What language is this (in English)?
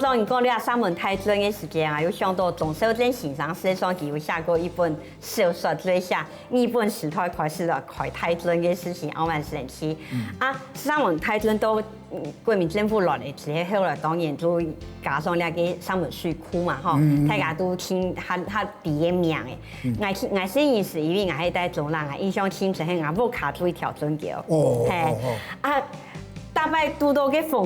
Hakka Chinese